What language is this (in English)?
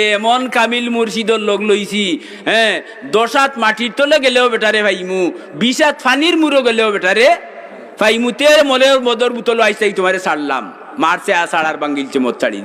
Sylheti